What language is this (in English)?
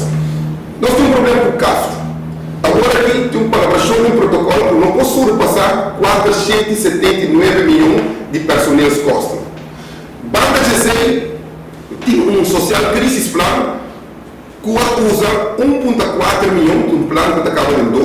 Papiamento